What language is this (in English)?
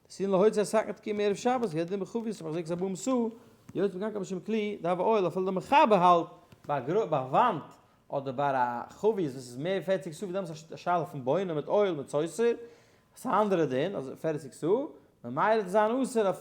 Yiddish